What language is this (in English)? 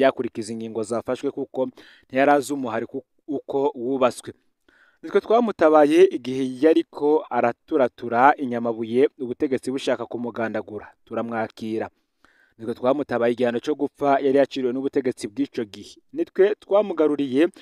Rundi